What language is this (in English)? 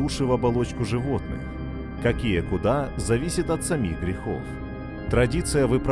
Russian